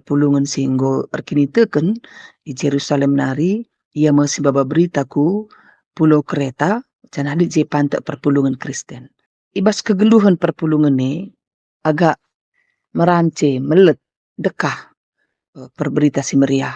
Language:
Batak Karo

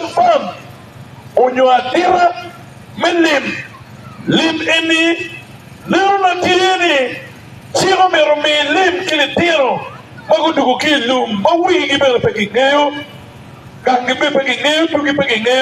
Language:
Acoli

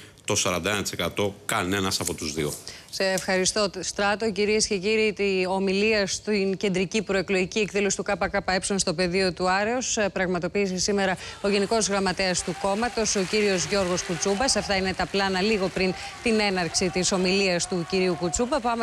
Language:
Greek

